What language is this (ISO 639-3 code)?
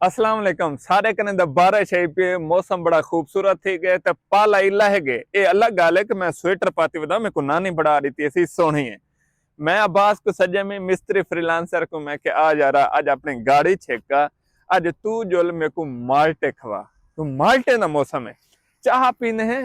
skr